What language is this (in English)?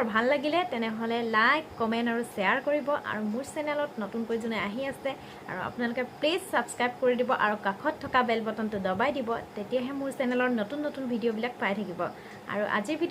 Assamese